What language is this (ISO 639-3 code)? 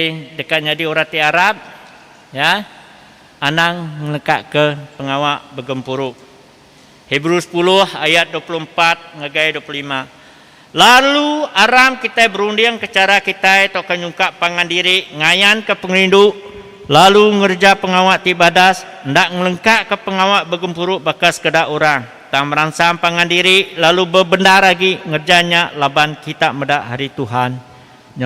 iba